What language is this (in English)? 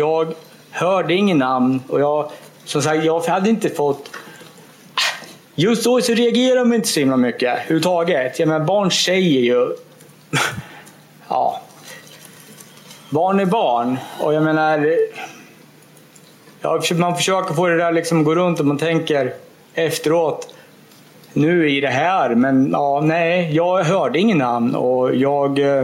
Swedish